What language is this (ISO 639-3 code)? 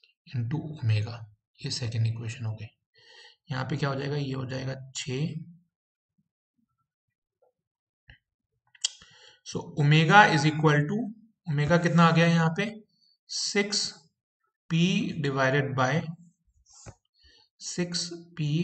hin